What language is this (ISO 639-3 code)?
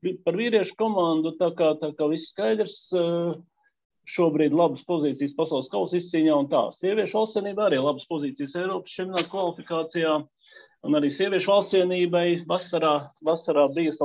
lav